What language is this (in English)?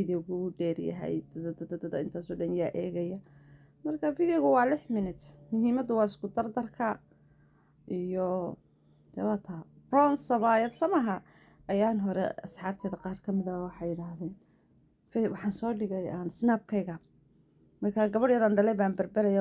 Somali